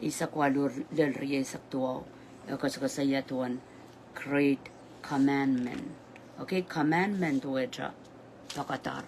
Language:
Pohnpeian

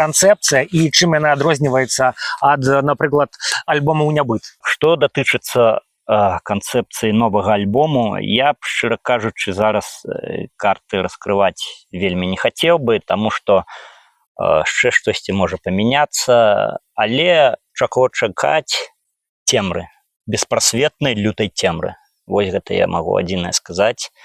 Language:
Belarusian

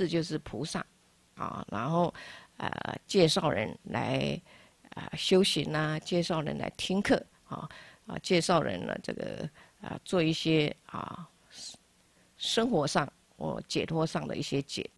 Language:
Chinese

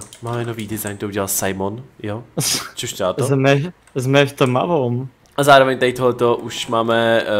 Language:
Czech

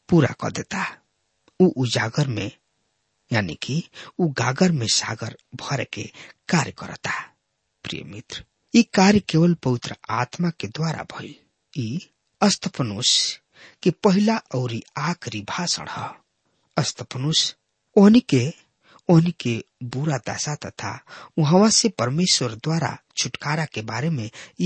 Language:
Bhojpuri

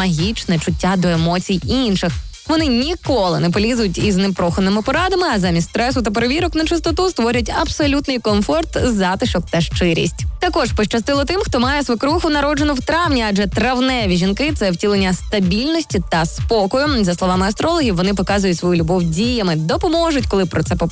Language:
Ukrainian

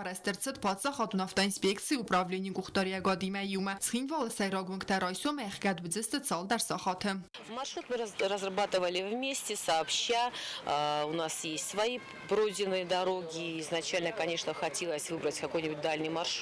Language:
Ossetic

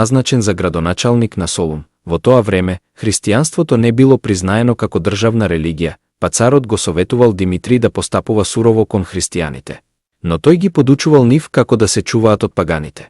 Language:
Macedonian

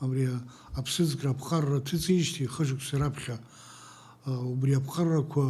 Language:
Abkhazian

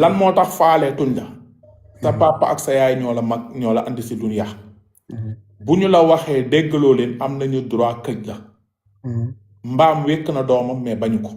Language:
Wolof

